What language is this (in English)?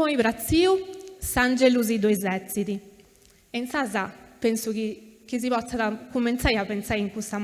Sardinian